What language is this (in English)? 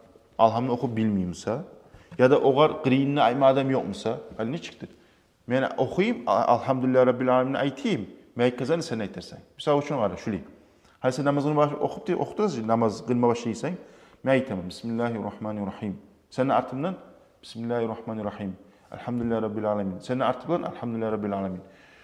Kumyk